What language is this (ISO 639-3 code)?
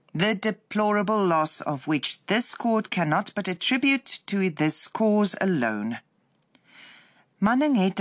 afr